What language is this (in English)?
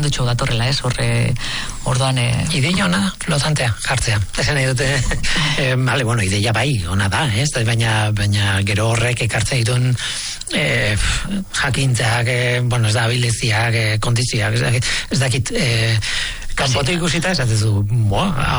Basque